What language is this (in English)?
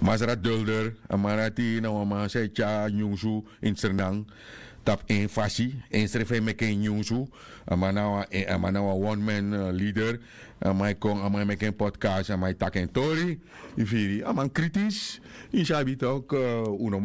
Sranan Tongo